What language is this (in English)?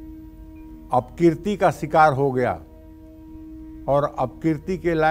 Hindi